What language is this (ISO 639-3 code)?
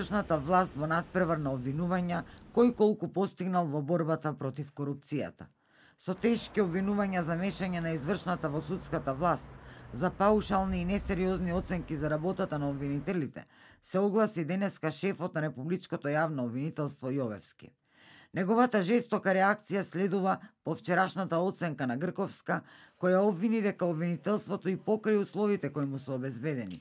mkd